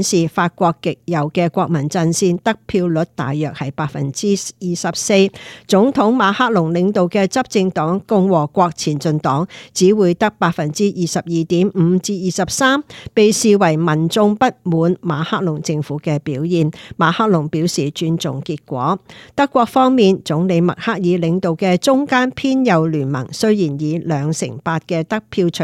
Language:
Cantonese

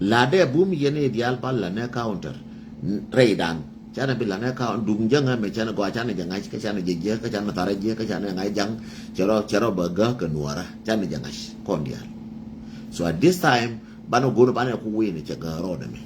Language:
Nuer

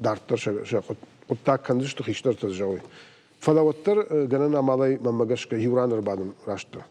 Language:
Ossetic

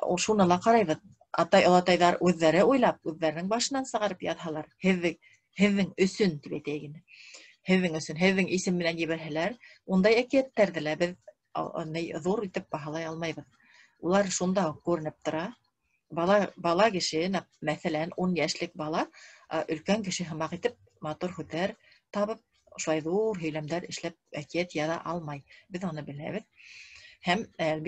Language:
Bashkir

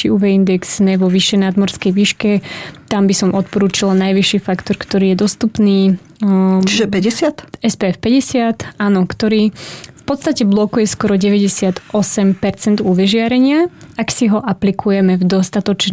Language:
Slovak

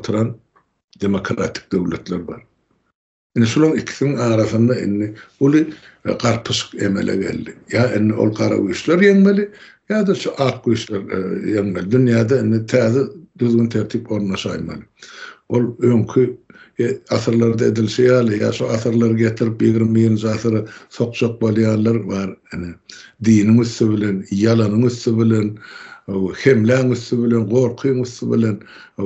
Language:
Turkmen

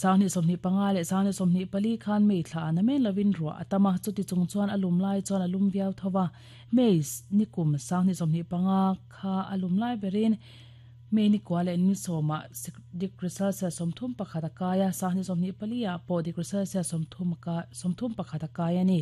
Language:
Mizo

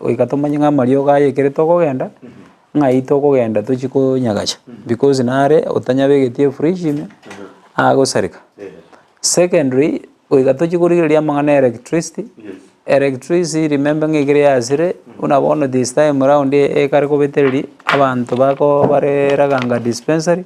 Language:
Gusii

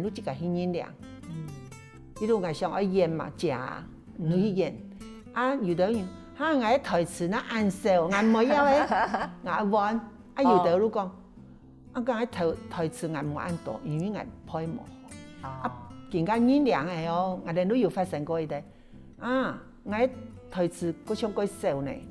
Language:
Hakka Chinese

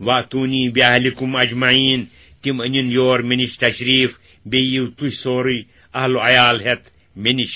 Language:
Kashmiri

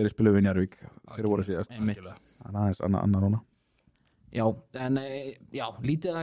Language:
Icelandic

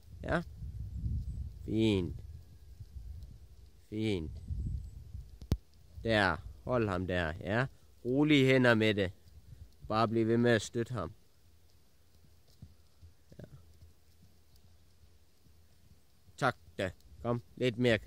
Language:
Danish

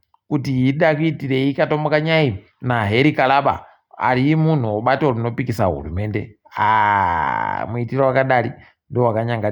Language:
Ndau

